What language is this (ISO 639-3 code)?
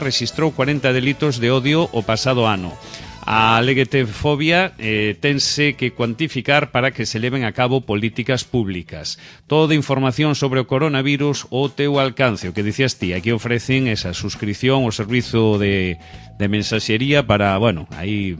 glg